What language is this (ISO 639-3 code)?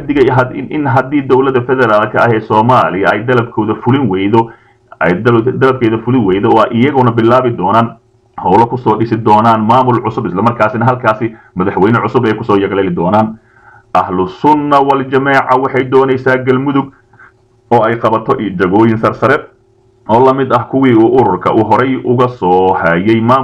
som